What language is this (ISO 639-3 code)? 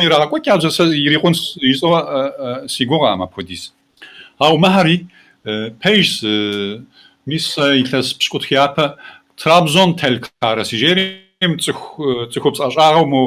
kbd